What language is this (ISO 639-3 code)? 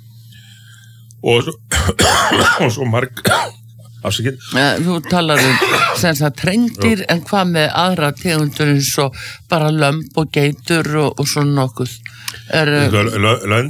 isl